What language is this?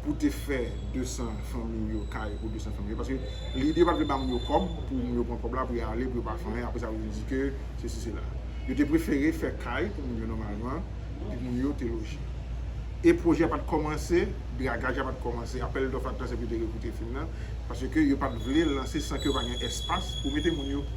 Haitian Creole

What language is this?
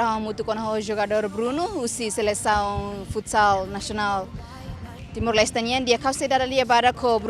Tetum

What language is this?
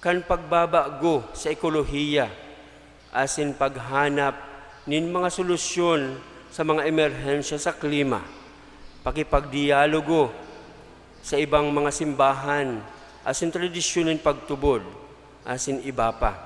Bikol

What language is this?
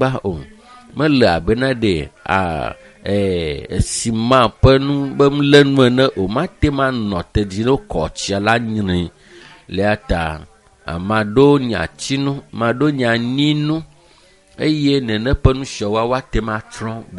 Ewe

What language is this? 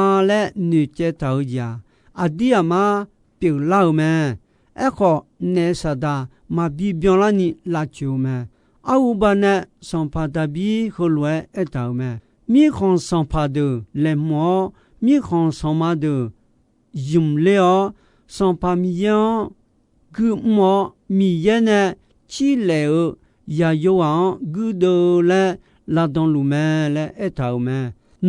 Akha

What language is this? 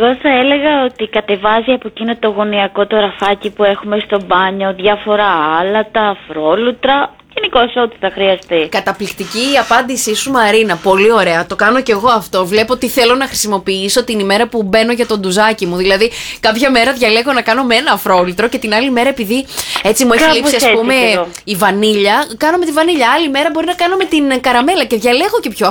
Greek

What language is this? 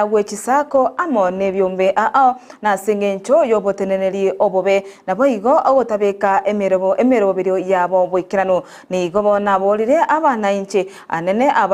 Gusii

